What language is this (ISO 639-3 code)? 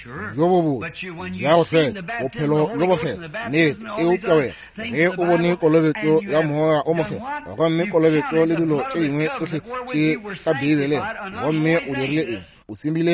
nso